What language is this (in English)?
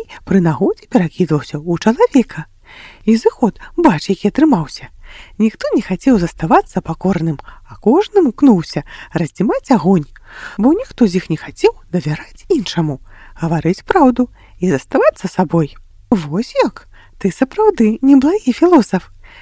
Belarusian